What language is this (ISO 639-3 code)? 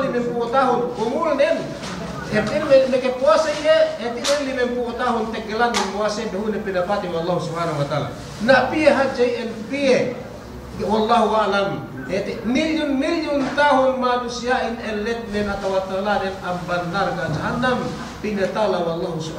yka